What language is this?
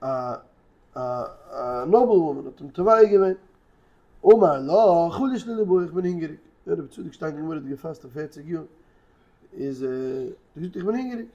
Yiddish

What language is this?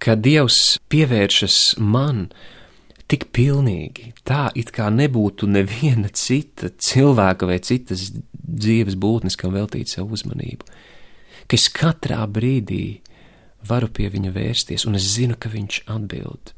Latvian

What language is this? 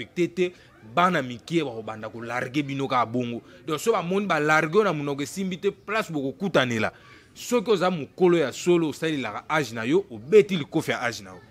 Lingala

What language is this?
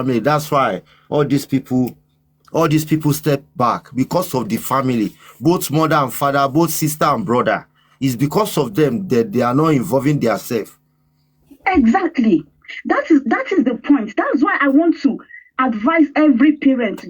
Yoruba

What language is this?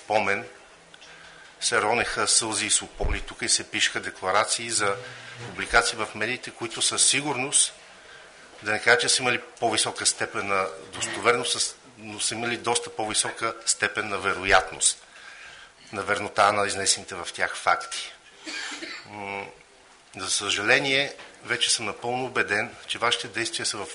Bulgarian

